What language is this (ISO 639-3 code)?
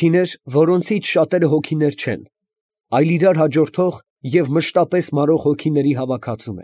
hye